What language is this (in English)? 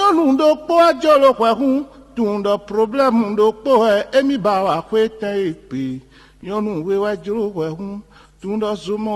Fon